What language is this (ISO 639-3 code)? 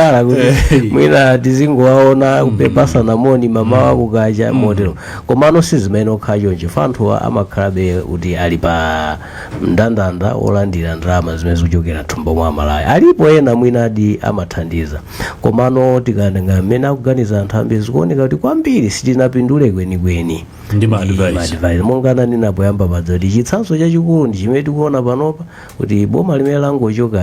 nya